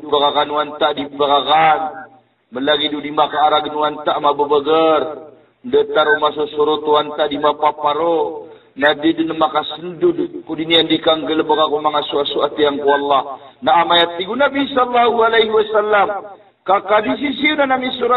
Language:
Maranao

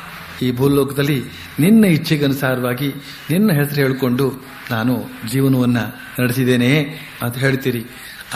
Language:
Kannada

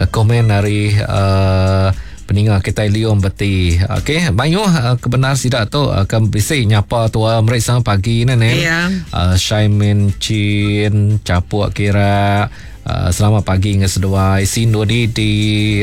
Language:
Iban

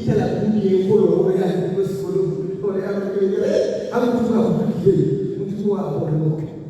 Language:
Tswana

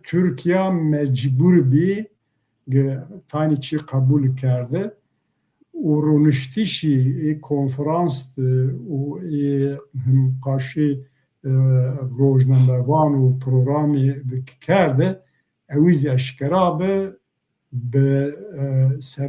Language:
Zaza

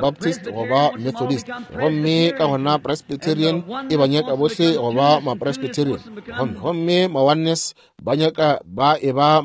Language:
Northern Sotho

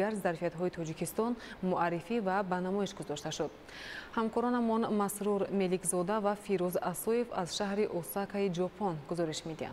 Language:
Tajik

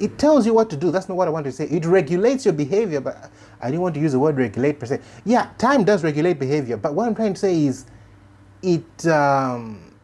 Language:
English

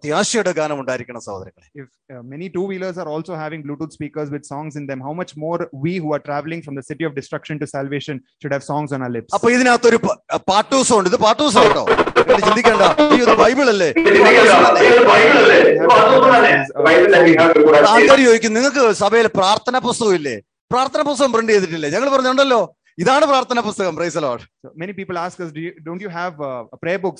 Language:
Malayalam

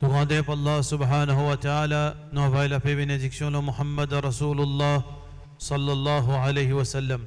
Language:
Morisyen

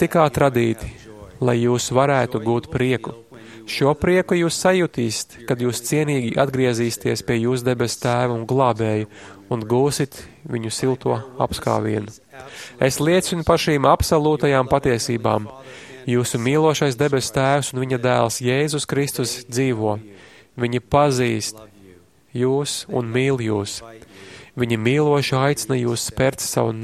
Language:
Latvian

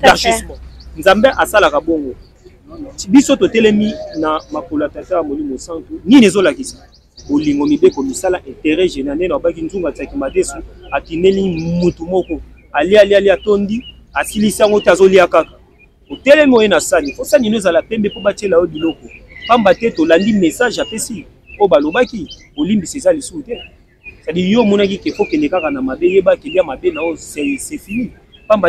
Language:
Lingala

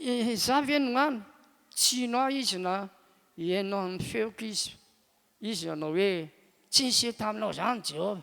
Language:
Malagasy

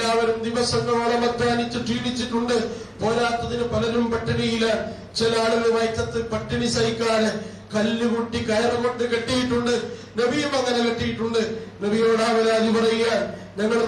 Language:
Malayalam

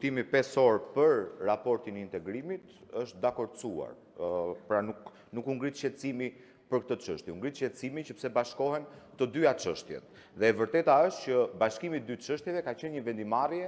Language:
Albanian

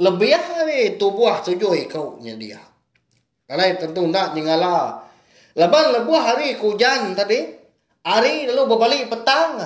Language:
Iban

